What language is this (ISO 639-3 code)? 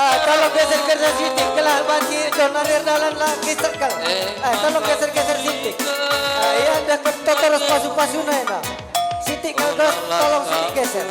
btx